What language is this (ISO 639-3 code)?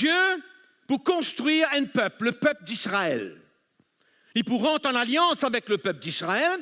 mfe